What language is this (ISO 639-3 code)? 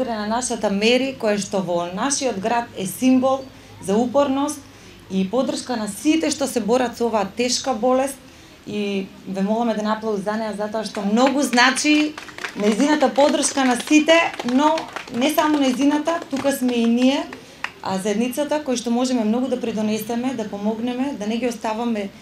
mkd